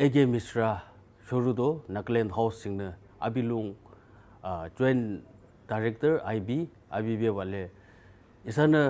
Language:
Yimchungru Naga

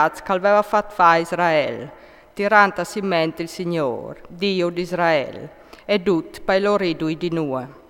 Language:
Friulian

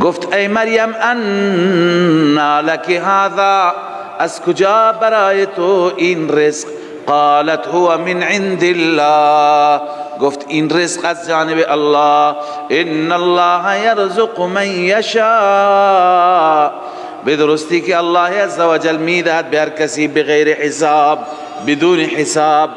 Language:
Persian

